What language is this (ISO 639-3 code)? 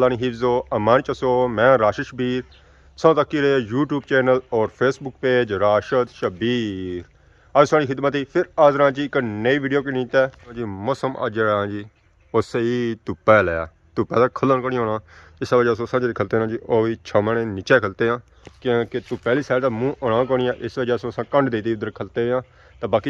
phr